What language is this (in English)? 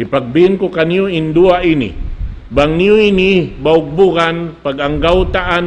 Tausug